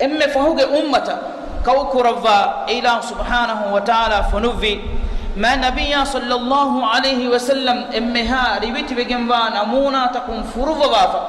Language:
Divehi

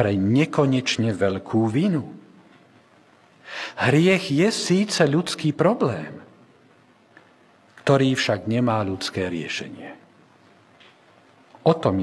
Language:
Slovak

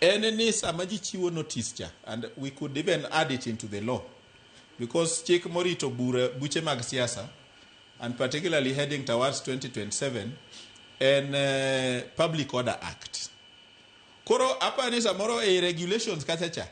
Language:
Luo (Kenya and Tanzania)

